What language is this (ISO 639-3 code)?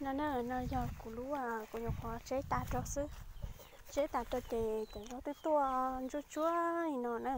hmn